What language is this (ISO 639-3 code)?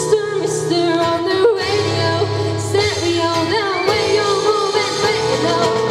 cat